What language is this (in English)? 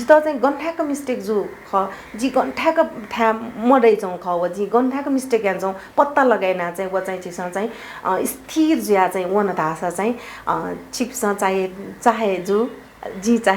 Newari